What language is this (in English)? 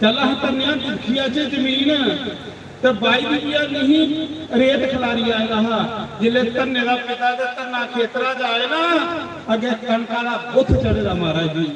Dogri